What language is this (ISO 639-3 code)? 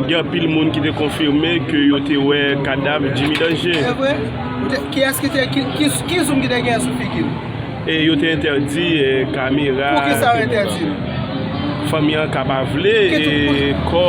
hat